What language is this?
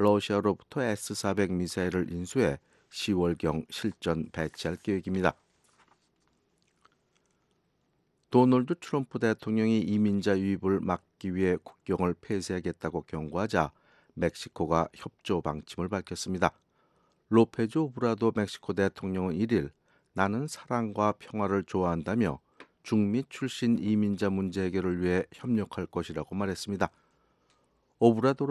Korean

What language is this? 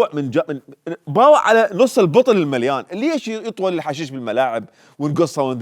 Mesopotamian Arabic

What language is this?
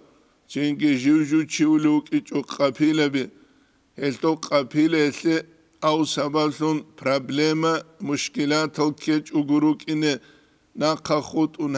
Avaric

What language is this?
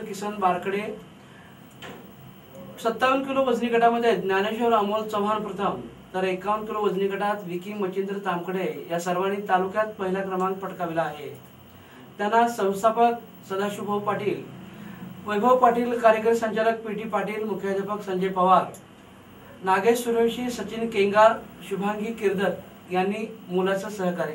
Marathi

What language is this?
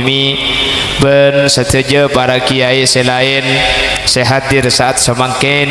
Madurese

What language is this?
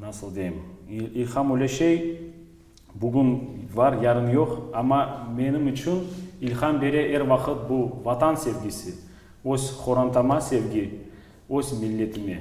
Crimean Tatar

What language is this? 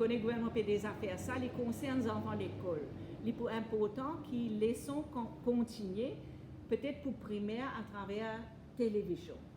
Morisyen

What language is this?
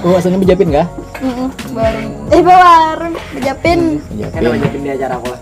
Banjar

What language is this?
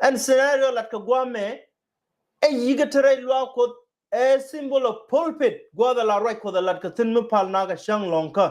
Nuer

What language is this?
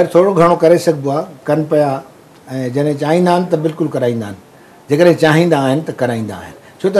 Sindhi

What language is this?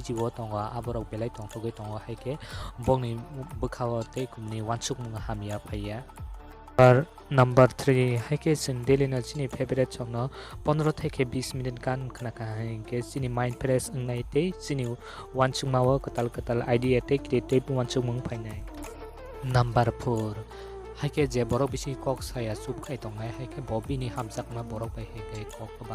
Kok Borok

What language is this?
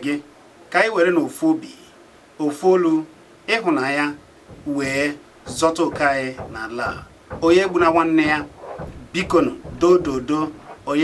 Igbo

